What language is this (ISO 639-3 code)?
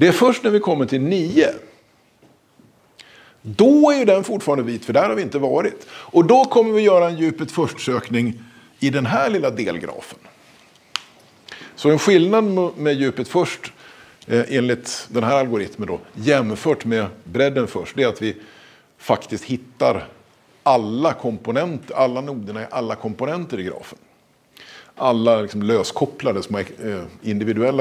swe